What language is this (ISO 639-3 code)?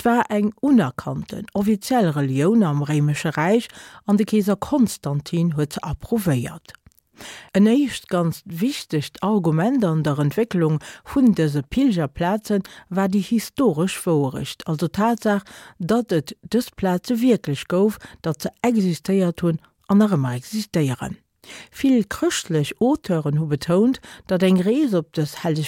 ltz